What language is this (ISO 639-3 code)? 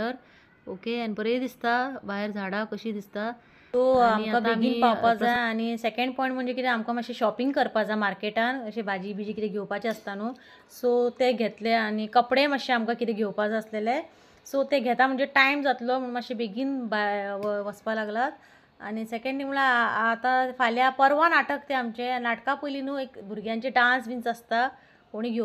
kok